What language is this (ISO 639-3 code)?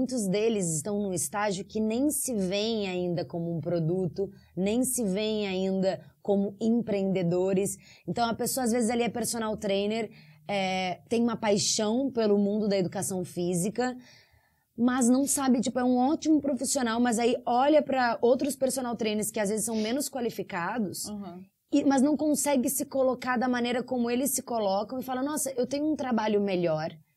por